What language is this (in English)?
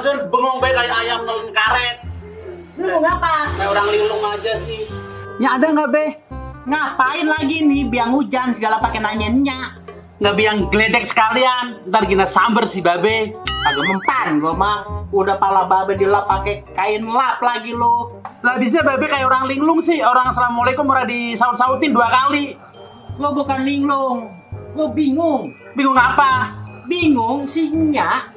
Betawi